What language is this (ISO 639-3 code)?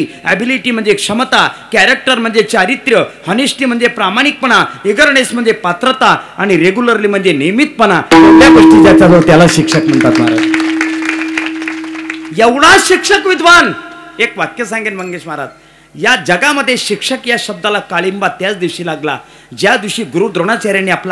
mar